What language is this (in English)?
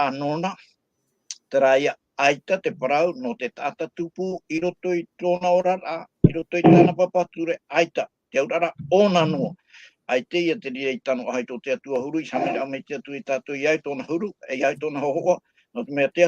Tahitian